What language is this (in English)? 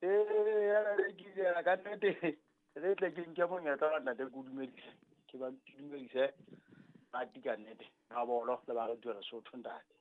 Southern Sotho